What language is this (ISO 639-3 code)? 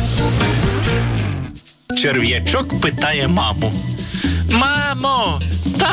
ukr